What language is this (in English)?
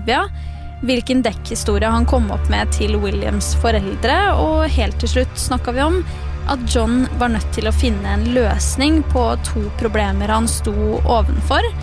Norwegian